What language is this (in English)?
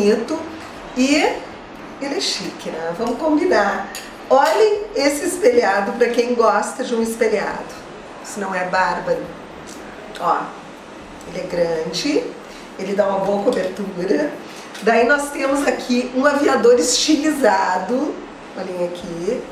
Portuguese